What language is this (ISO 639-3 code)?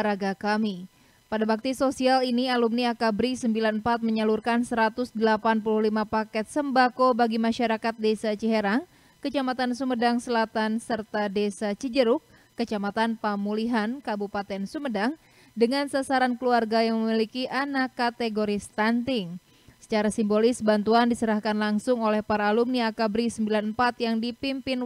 ind